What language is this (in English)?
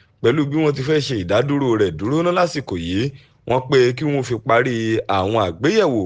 Yoruba